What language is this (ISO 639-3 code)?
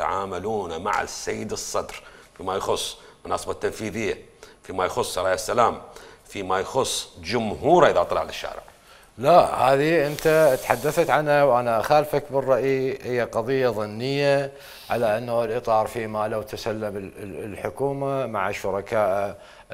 acm